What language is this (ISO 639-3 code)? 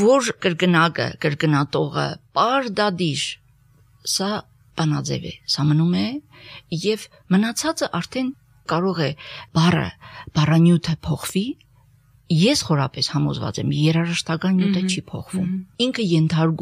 hye